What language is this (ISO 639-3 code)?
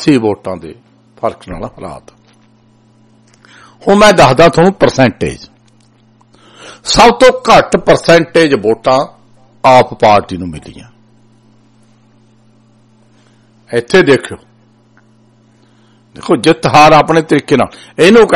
pan